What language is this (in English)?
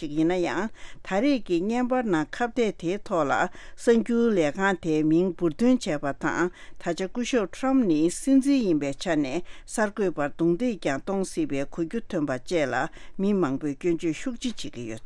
Tibetan